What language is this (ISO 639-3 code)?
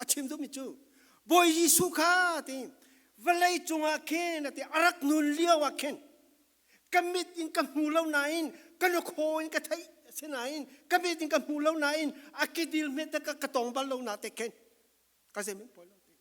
cfm